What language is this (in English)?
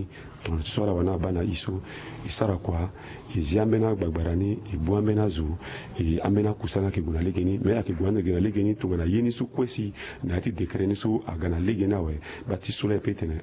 Sango